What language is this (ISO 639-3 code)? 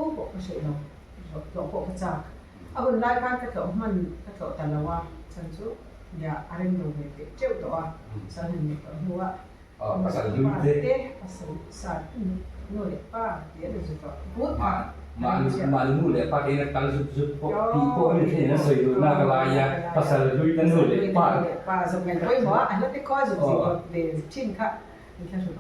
lus